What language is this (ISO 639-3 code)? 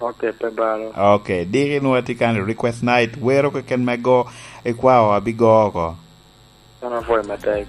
laj